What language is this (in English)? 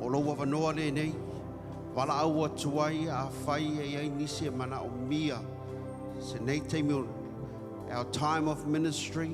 Samoan